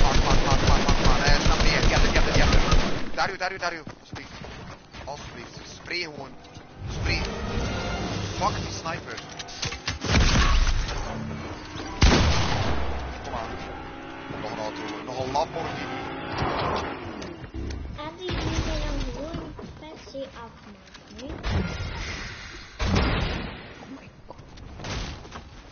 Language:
Dutch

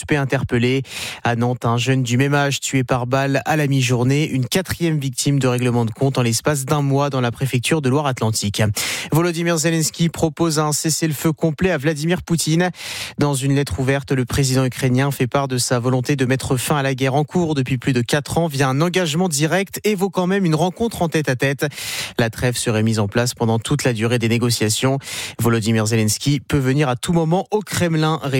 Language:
French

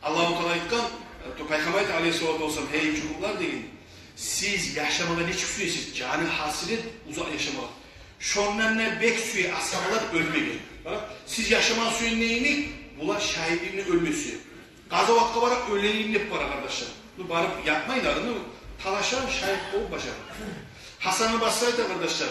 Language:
Kumyk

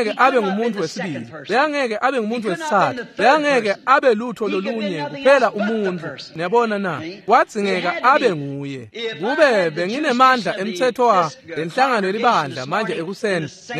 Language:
Swati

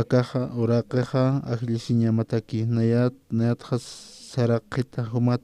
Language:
Aymara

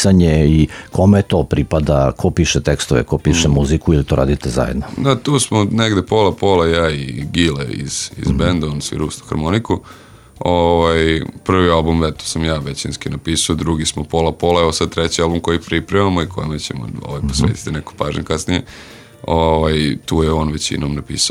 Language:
Serbian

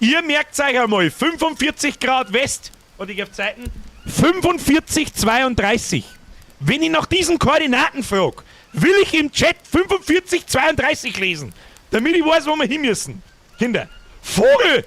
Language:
Bavarian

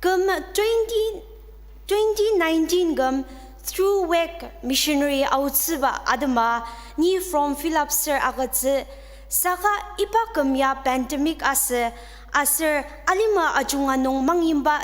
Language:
Ao Naga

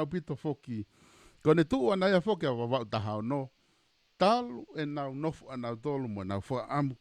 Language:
Tongan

